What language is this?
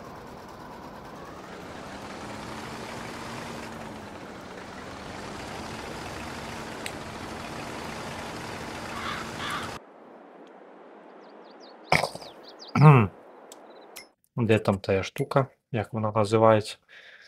Ukrainian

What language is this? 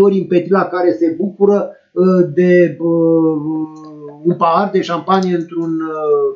Romanian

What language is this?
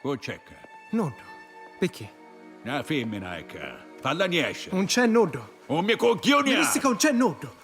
Sicilian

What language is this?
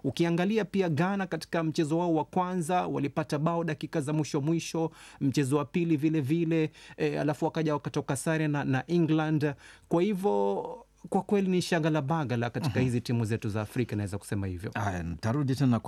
Swahili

